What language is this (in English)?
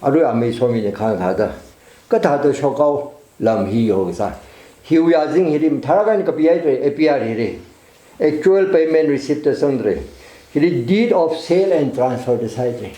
Tangkhul Naga (India)